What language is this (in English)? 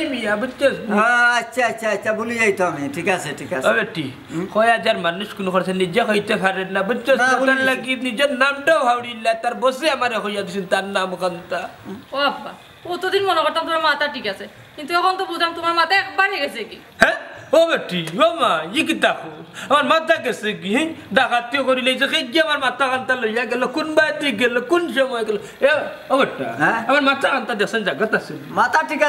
Sylheti